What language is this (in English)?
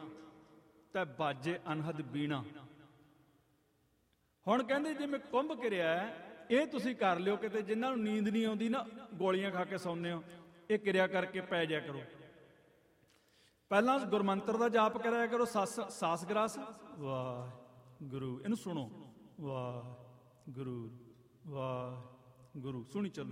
Punjabi